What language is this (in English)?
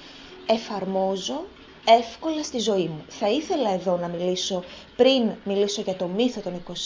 Greek